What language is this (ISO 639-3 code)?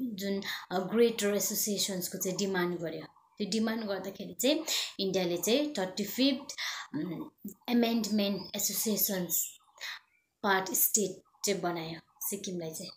nep